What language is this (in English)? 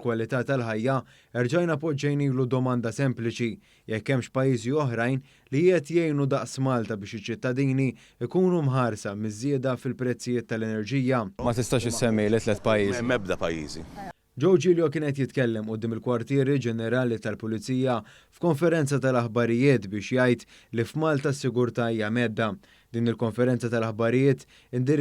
Maltese